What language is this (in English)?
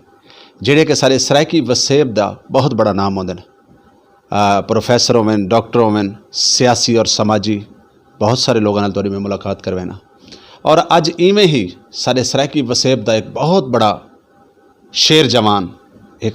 Saraiki